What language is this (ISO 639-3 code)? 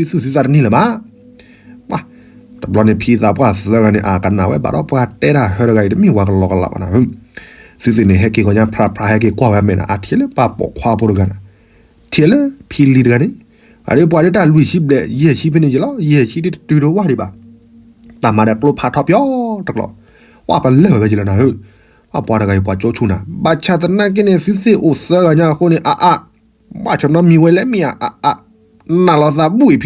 ksw